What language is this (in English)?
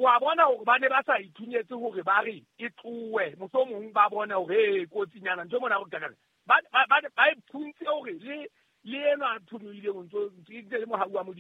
Southern Sotho